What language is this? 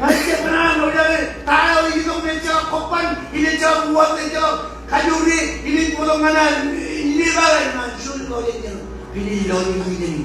Marshallese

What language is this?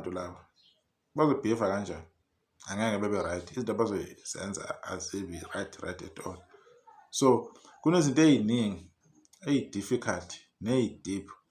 Zulu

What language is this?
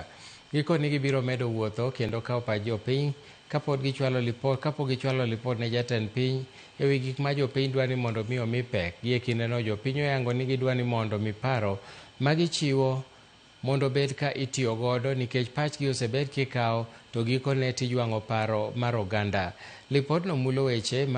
Luo (Kenya and Tanzania)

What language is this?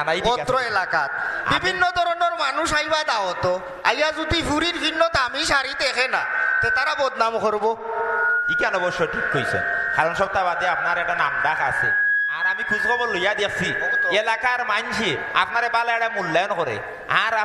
Sylheti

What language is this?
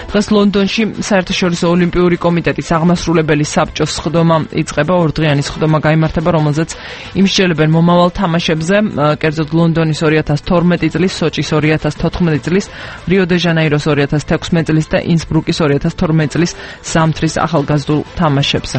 Georgian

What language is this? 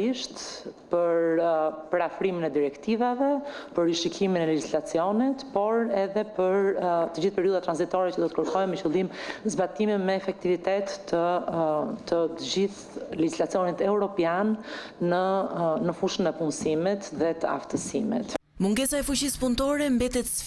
Albanian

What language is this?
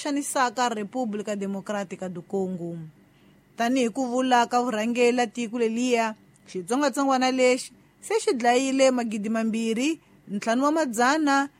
Tsonga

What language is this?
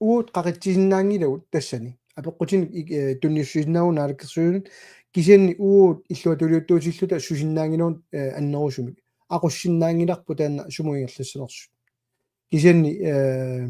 Kalaallisut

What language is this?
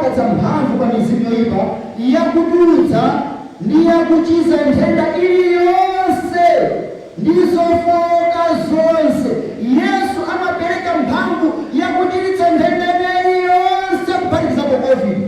Nyanja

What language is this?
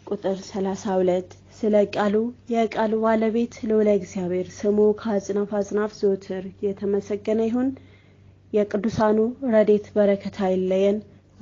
Amharic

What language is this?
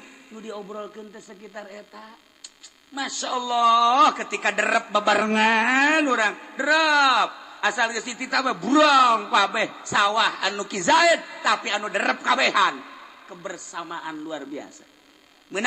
Sundanese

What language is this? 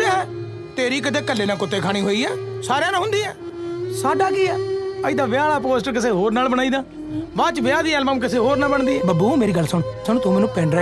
Punjabi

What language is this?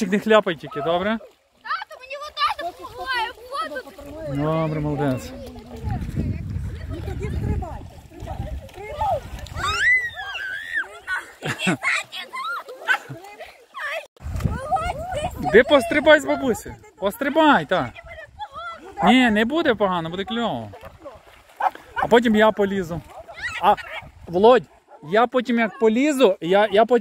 Ukrainian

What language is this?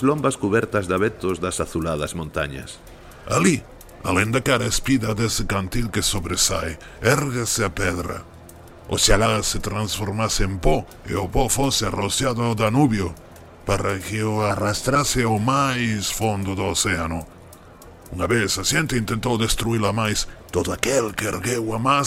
Galician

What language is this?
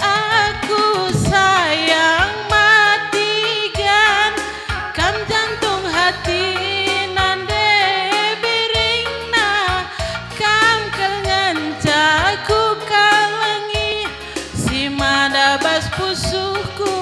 Batak Karo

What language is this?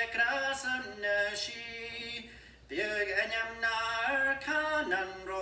Scottish Gaelic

